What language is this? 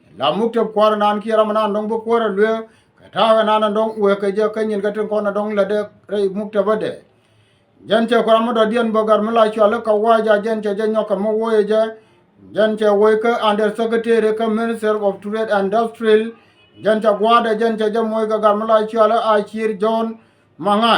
Nuer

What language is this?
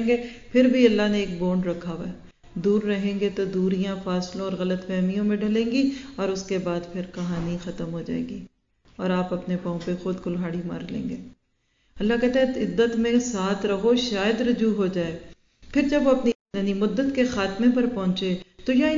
Urdu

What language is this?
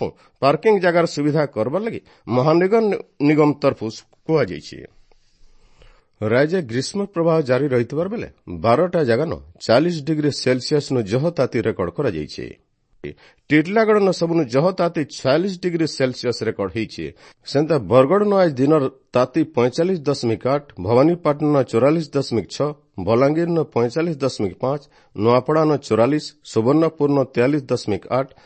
Odia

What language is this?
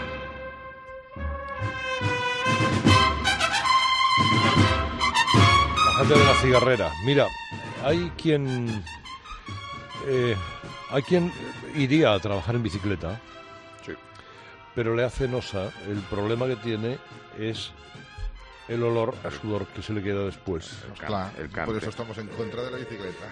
Spanish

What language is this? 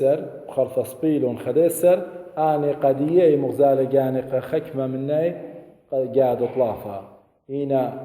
Assyrian Neo-Aramaic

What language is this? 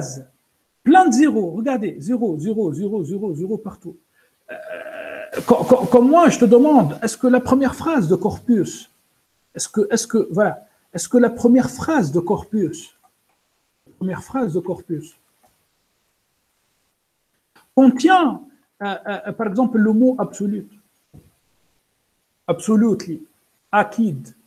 French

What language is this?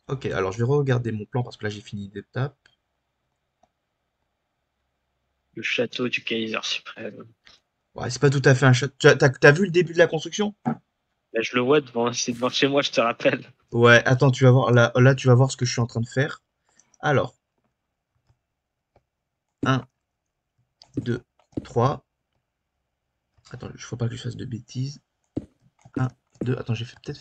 French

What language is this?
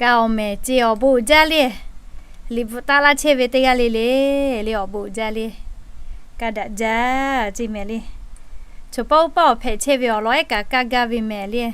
Lahu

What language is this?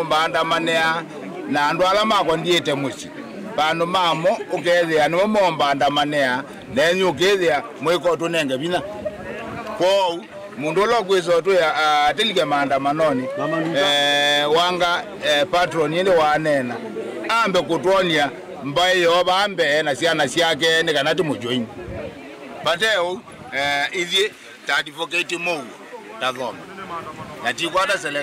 Kamba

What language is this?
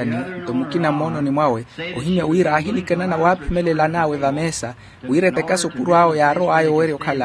Makhuwa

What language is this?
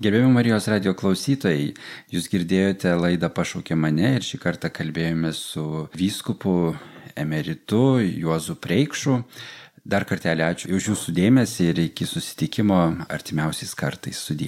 Lithuanian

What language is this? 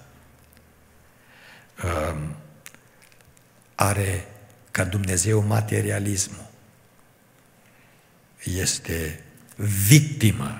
Romanian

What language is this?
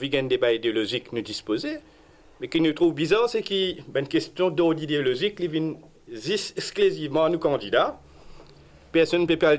Morisyen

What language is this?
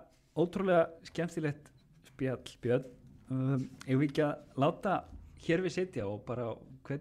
Icelandic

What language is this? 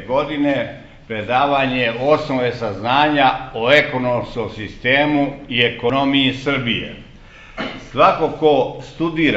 Serbian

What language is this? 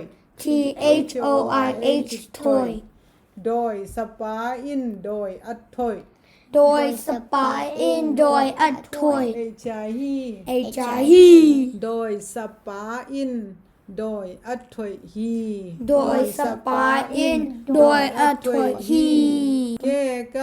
Tedim Chin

